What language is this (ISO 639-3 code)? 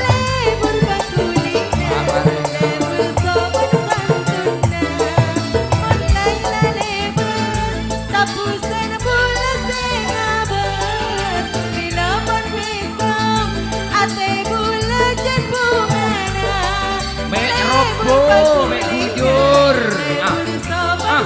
mad